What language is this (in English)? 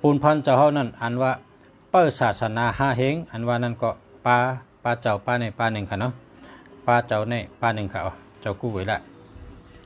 Shan